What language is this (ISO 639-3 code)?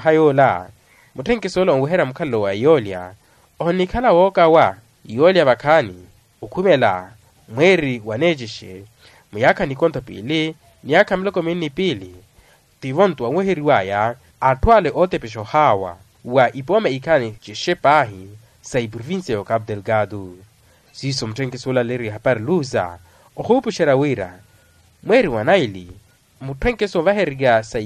vmw